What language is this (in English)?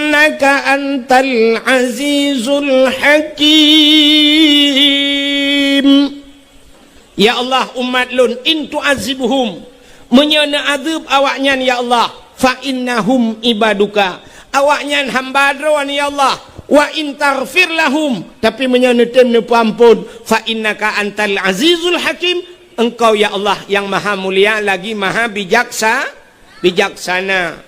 Achinese